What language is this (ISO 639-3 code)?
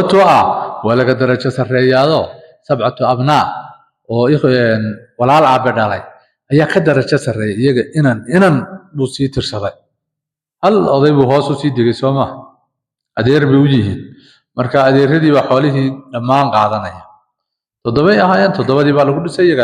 som